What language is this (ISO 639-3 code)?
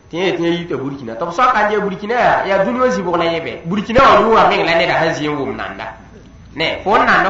mos